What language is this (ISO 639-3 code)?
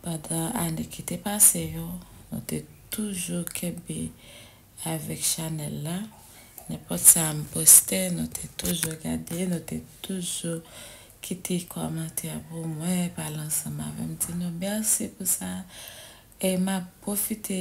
hat